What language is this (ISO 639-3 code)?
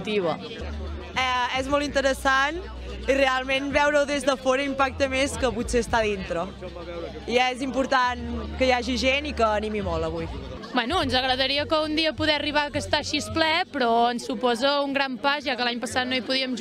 cat